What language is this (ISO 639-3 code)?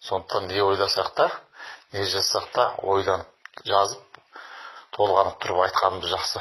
kaz